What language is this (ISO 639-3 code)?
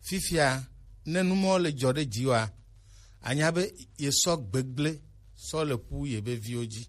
gej